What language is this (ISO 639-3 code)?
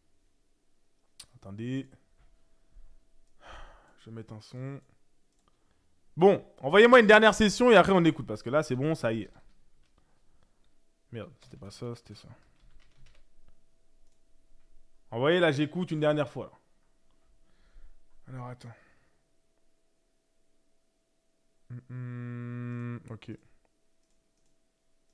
fra